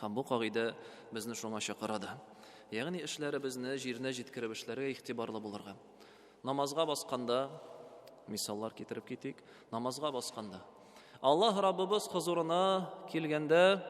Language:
Tatar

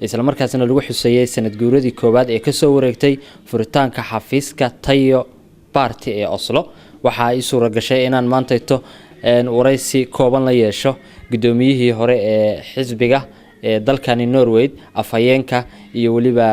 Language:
Somali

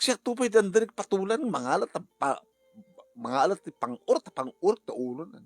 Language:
Iloko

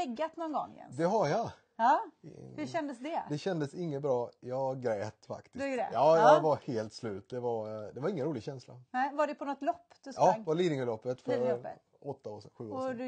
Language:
Swedish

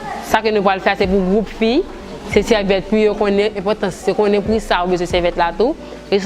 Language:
Haitian Creole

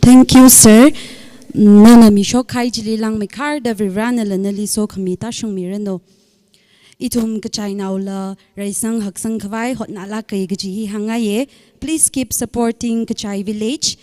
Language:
Tangkhul Naga (India)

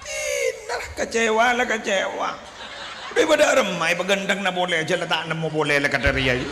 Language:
Madurese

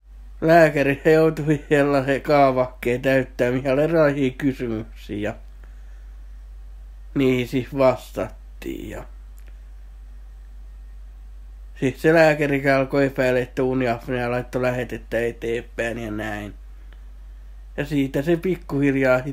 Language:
Finnish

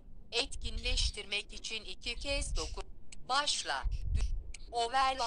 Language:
Turkish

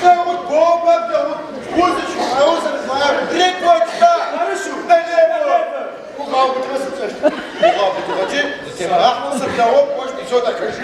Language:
Adyghe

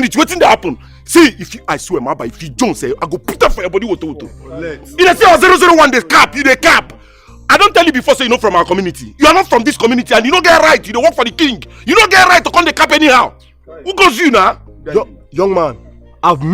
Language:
Nigerian Pidgin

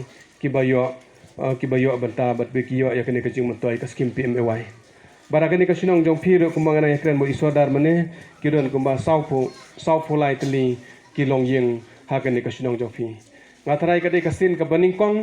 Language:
Khasi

